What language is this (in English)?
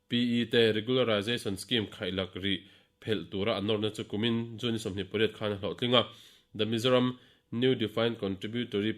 Mizo